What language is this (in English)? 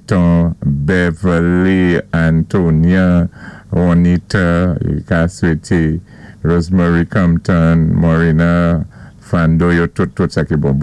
Saint Lucian Creole French